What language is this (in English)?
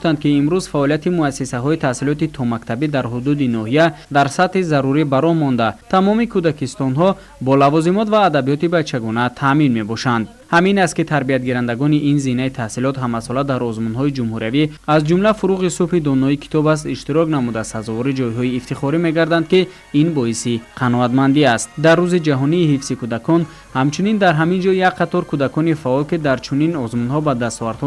Tajik